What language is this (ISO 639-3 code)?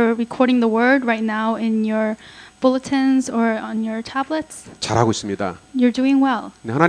kor